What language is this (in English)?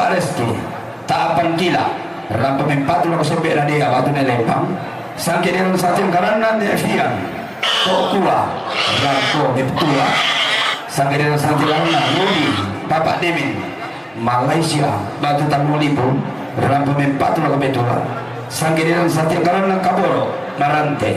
Toraja-Sa'dan